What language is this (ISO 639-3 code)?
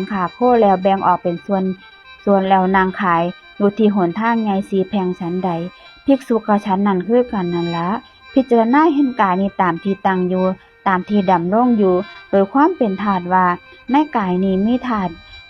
lao